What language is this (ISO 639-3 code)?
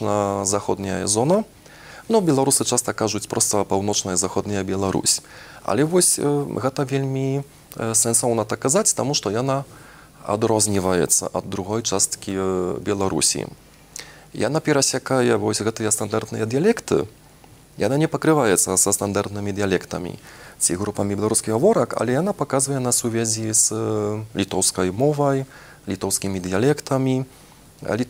bel